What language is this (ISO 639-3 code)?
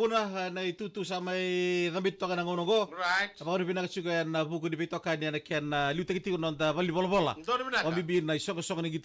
fij